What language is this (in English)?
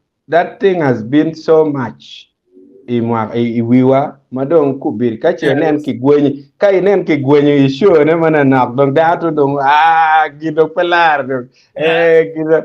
Acoli